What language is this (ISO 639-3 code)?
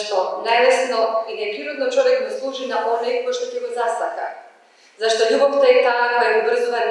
mkd